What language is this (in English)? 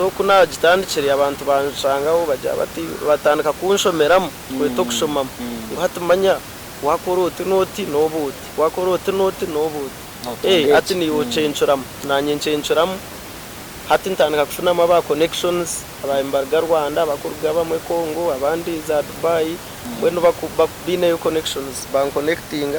Nyankole